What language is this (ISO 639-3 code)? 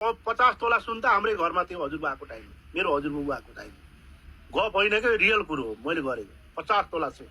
nep